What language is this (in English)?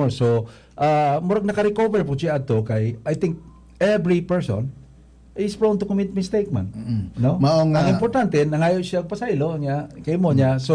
Cebuano